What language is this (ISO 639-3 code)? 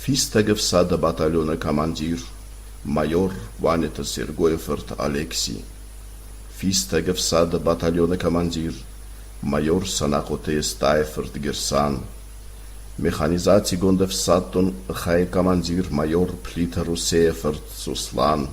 oss